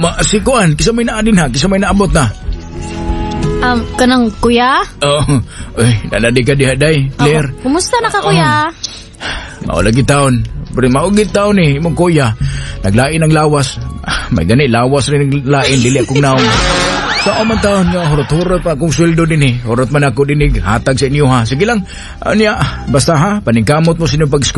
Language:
Cebuano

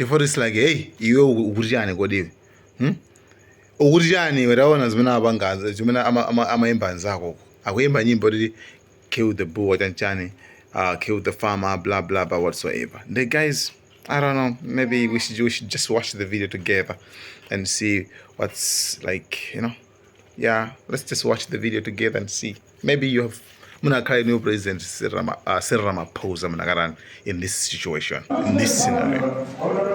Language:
Nyanja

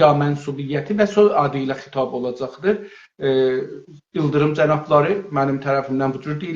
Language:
South Azerbaijani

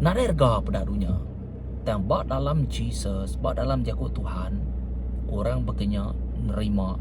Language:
Iban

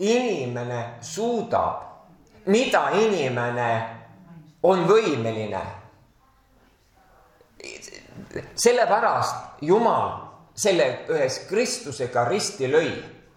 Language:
Estonian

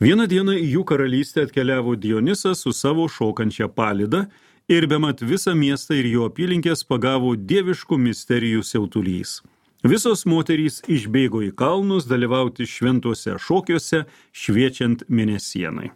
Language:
Lithuanian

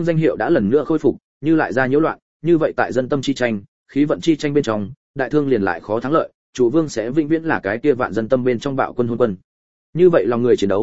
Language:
Vietnamese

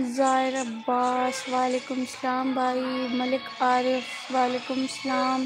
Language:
Saraiki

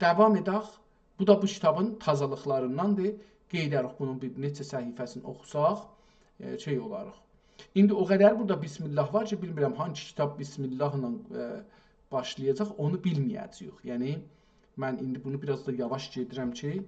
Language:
South Azerbaijani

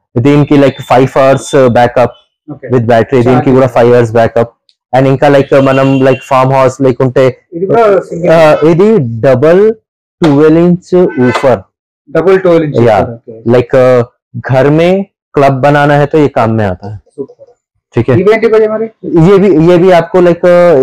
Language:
Telugu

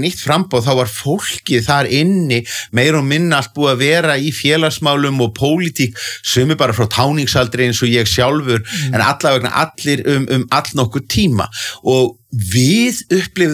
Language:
Icelandic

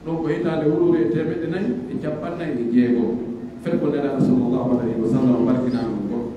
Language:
Pular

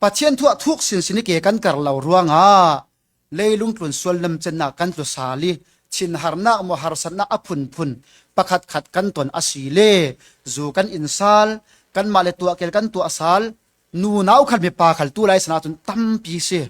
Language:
Falam Chin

